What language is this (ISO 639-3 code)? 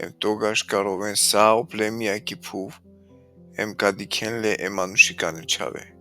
rmn